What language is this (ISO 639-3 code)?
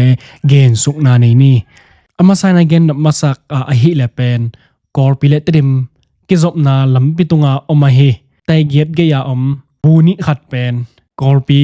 ctd